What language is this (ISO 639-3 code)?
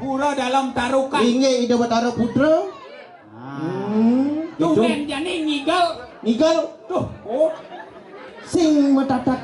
ban